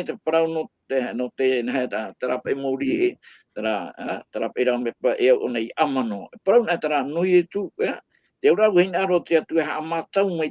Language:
Tahitian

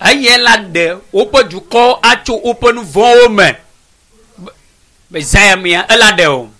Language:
Ewe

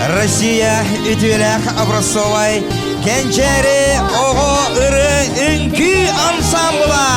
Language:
Yakut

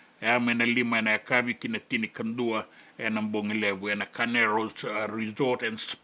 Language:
Fijian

